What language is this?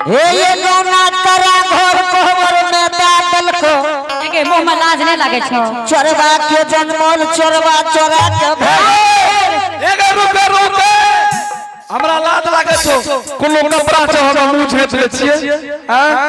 Angika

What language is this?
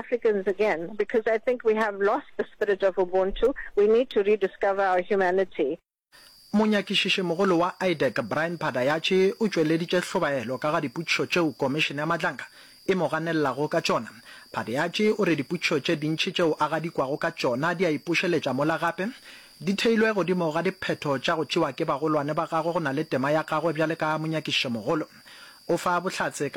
Northern Sotho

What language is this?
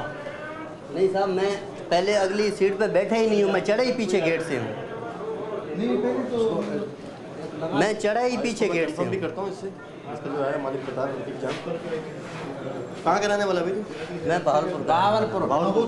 Hindi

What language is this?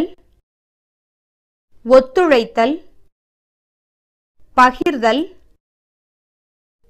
Tamil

